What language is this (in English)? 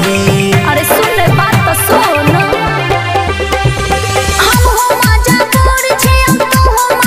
Maithili